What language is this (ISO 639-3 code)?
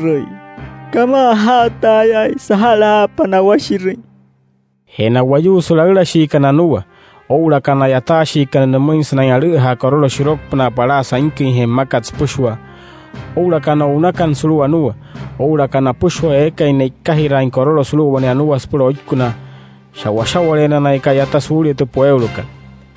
guc